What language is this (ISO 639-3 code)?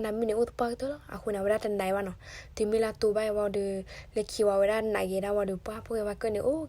ksw